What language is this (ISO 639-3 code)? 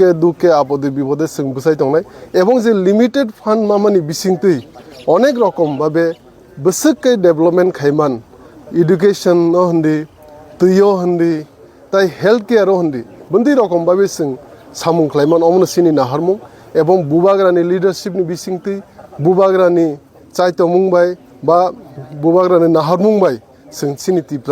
trp